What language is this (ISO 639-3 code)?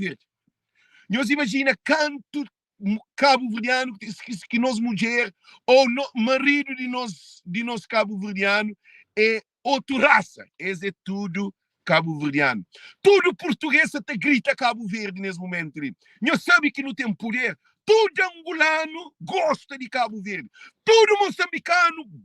kea